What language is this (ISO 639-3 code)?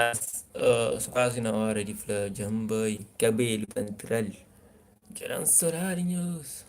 kea